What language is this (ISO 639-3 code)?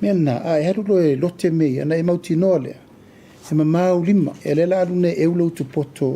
smo